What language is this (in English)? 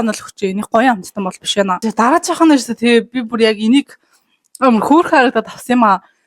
Mongolian